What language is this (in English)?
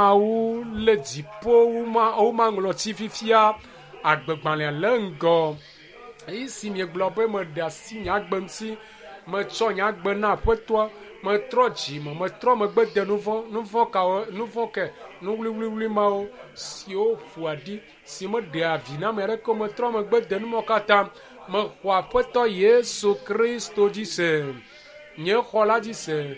Ewe